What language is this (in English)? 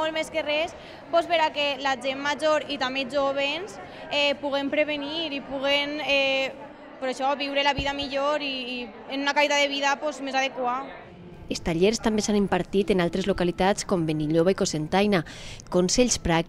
Catalan